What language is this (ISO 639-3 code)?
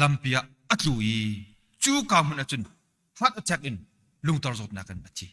cnh